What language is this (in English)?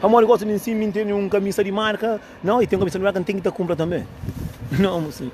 Kabuverdianu